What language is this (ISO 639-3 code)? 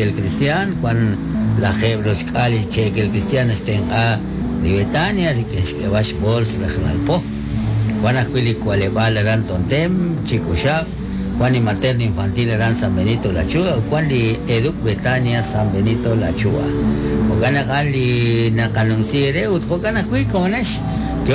kek